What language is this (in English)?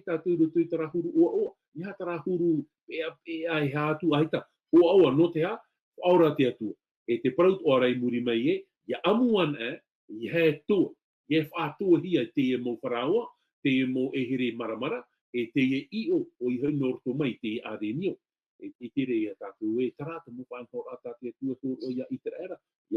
Tahitian